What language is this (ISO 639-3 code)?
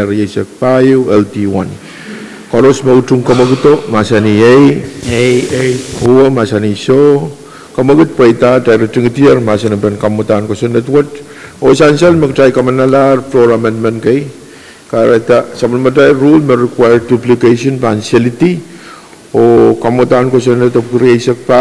pon